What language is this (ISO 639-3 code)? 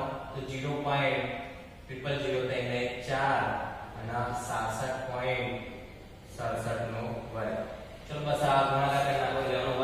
guj